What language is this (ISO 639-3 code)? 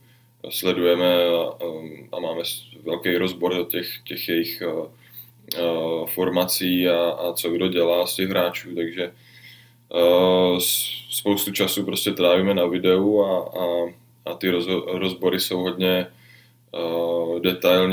ces